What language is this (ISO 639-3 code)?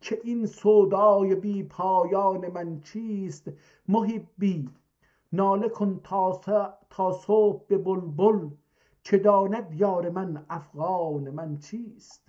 azb